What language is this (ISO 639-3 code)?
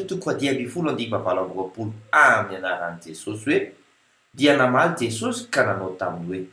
mlg